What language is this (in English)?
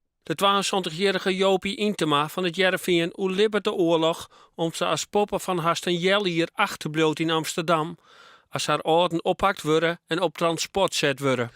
Western Frisian